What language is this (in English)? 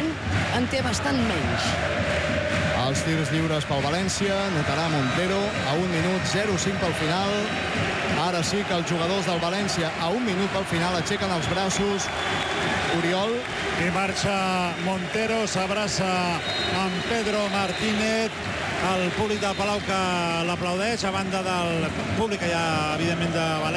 Catalan